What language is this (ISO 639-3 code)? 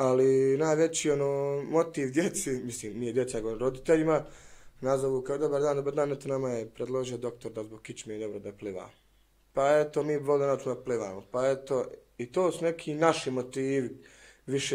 bos